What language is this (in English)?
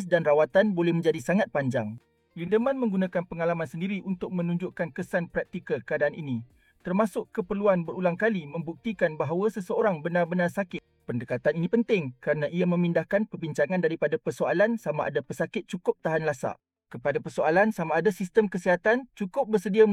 Malay